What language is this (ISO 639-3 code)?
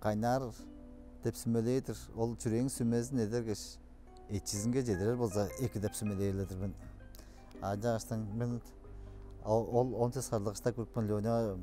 tyv